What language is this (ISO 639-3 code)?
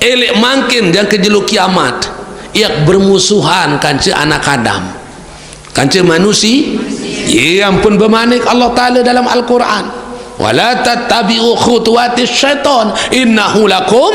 sas